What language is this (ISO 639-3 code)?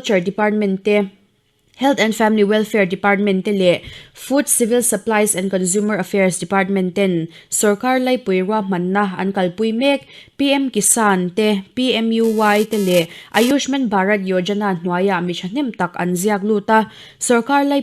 lus